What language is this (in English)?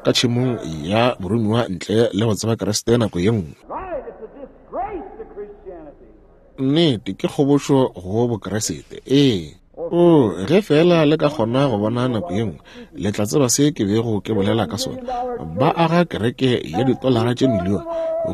Northern Sotho